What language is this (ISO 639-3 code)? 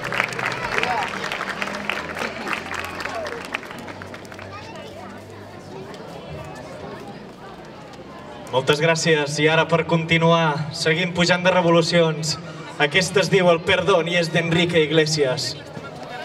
cat